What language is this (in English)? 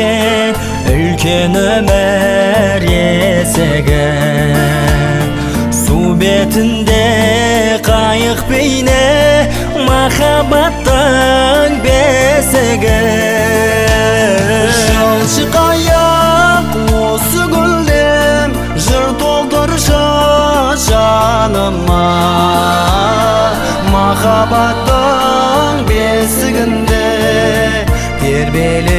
Kazakh